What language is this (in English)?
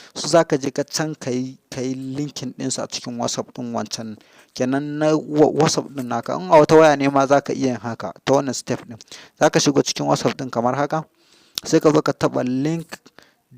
Hausa